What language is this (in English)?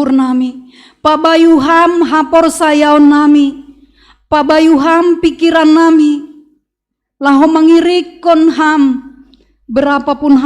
Batak Simalungun